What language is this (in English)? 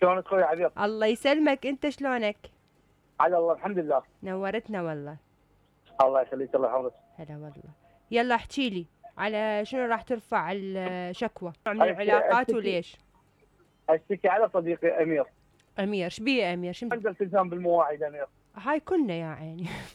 Mesopotamian Arabic